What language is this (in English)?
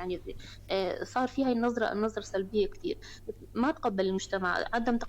North Levantine Arabic